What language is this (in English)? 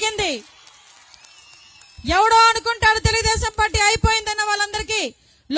Telugu